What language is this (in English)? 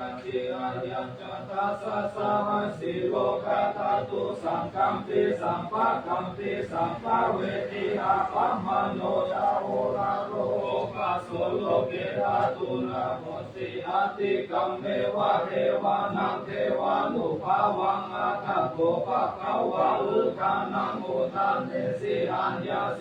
Pali